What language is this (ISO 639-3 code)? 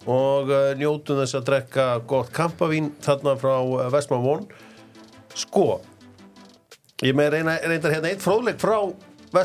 isl